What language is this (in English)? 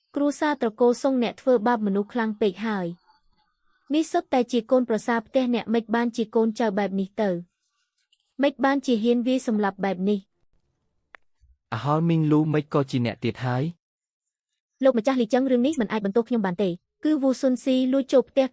Khmer